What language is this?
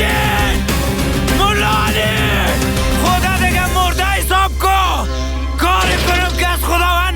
Persian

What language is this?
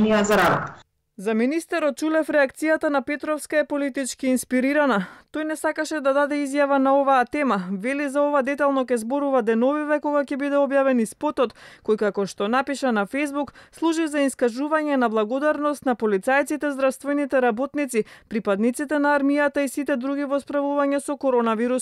Macedonian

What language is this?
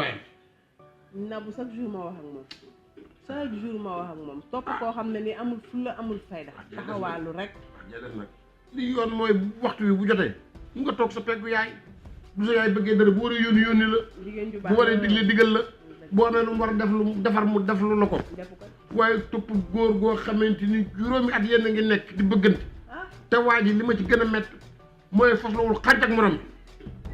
Wolof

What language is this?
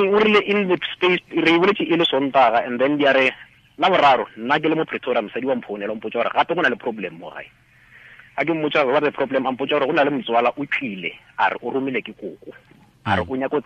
Tswana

